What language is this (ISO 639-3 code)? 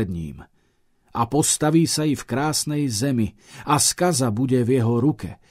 slk